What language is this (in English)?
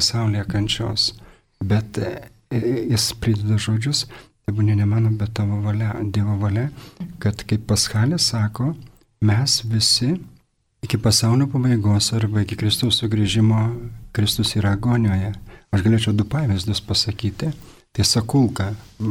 Lithuanian